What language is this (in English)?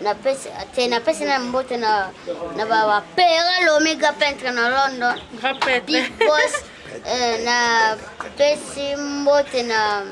Lingala